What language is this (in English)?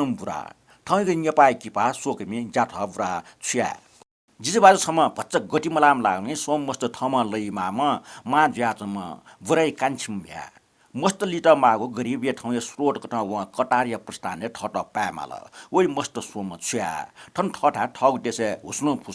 Newari